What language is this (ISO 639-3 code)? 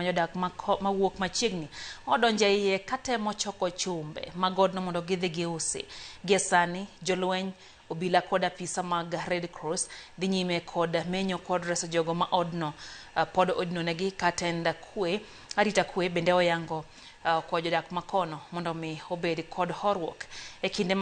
luo